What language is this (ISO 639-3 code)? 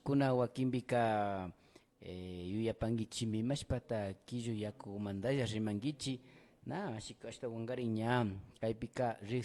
qvi